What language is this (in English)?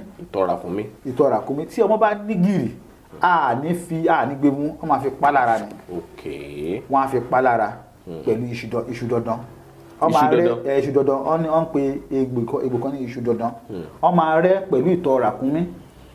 Yoruba